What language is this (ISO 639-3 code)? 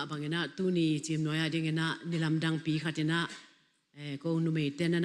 ctd